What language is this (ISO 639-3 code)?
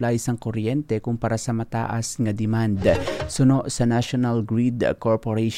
hil